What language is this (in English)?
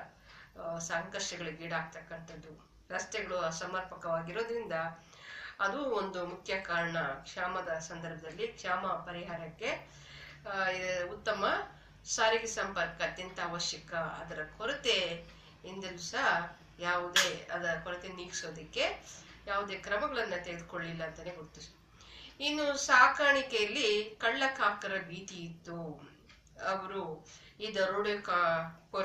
Kannada